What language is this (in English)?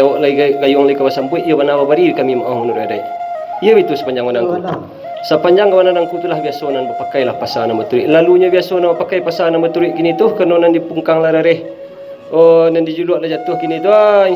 Minangkabau